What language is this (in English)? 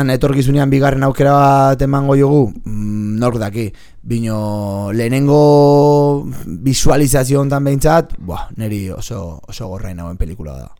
Basque